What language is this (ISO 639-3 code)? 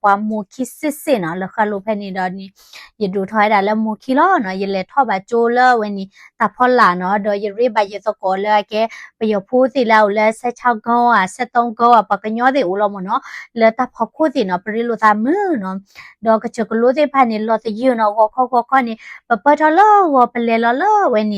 ksw